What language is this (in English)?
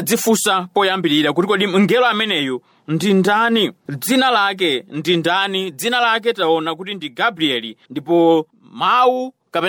Nyanja